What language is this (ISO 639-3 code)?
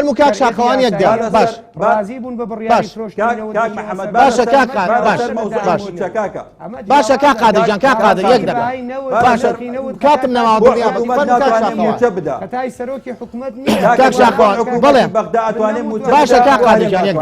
ckb